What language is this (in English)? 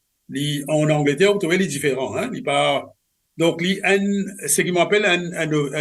Morisyen